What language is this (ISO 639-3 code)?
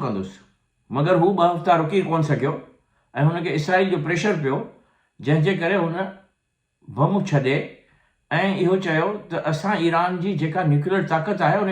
snd